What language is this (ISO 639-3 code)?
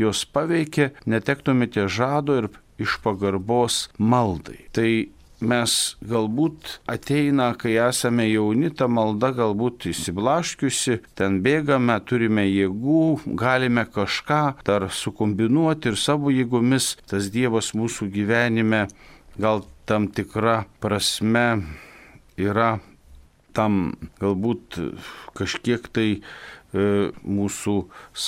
lit